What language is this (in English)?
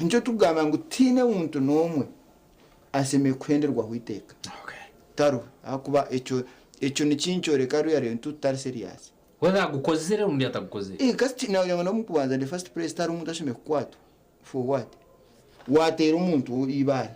Nyankole